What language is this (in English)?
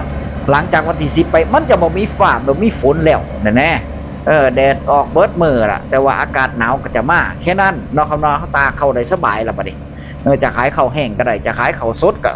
Northeastern Thai